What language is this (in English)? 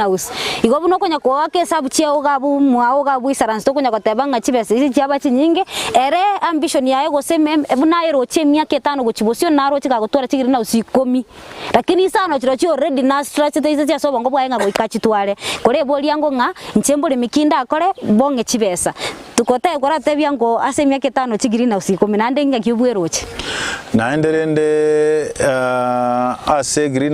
Gusii